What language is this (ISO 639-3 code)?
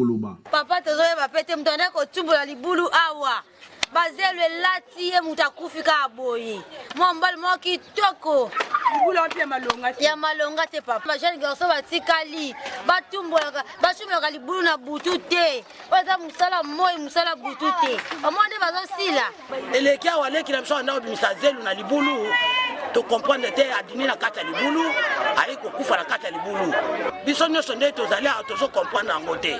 lin